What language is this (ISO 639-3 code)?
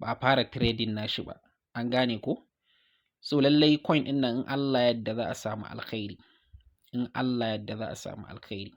hau